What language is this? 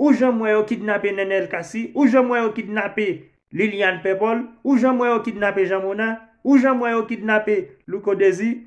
Haitian Creole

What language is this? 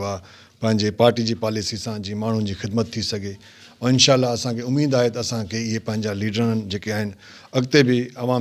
Sindhi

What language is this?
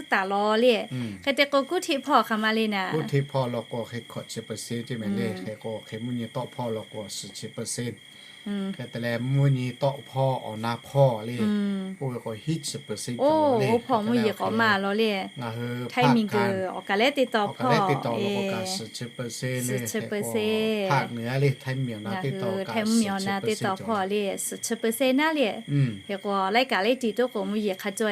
Lahu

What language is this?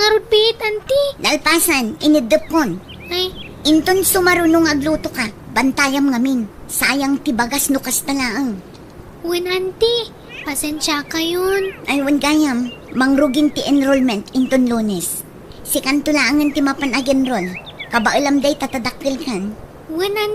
Iloko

